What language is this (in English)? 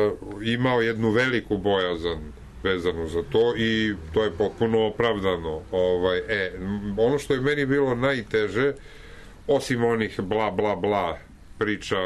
Serbian